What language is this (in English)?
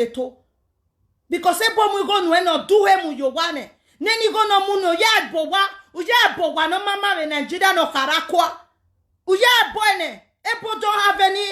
Nigerian Pidgin